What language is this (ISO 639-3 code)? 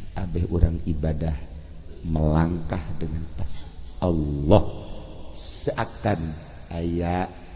sun